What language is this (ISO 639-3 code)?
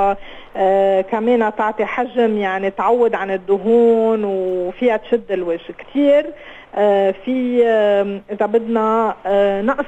apc